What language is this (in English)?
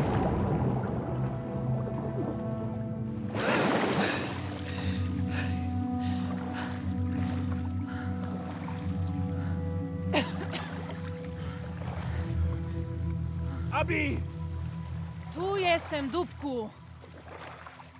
Polish